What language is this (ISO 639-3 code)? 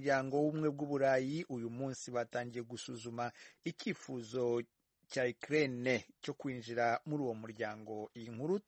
kin